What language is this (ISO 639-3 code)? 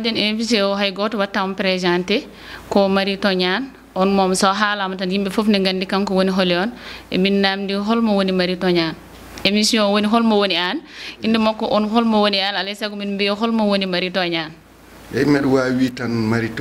ful